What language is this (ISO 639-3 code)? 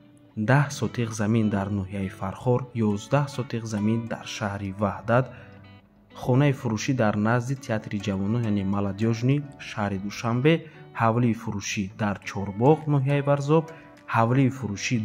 tgk